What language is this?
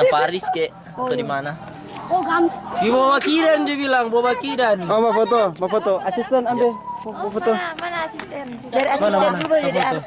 Manado Malay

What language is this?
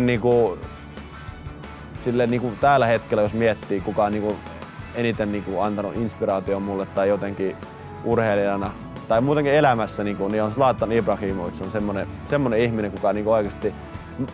Finnish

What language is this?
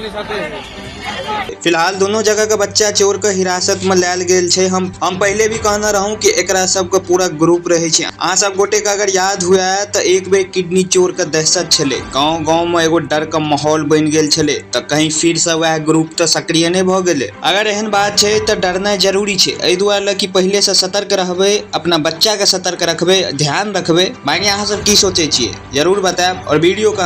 Maithili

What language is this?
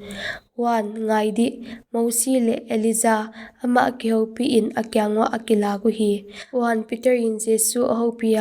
Paite Chin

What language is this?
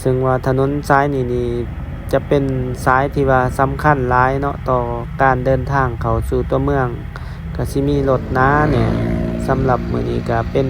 Lao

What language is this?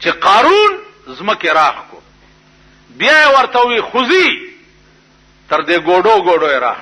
Pashto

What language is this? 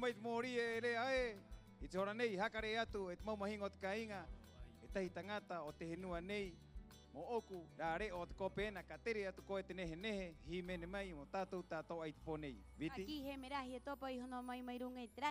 Rapanui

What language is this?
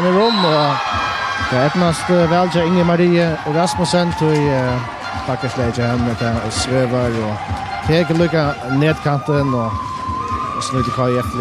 Faroese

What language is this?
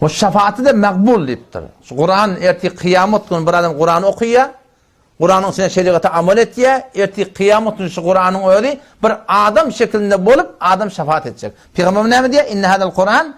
Turkmen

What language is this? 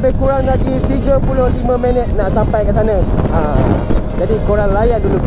Malay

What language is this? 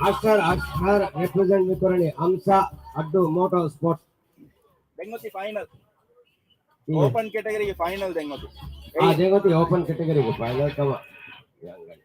Divehi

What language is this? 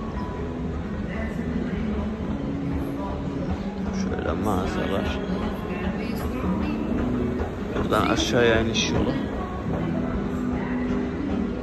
Turkish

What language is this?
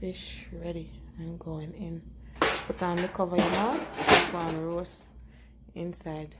Jamaican Creole English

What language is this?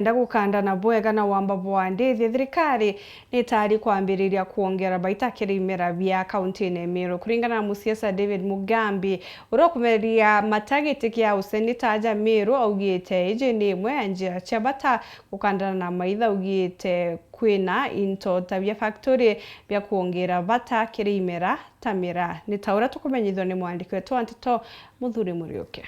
Meru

